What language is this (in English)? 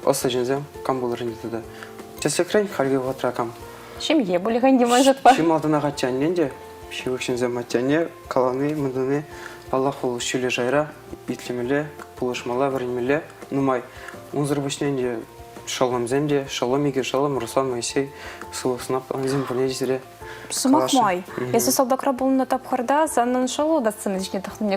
Chuvash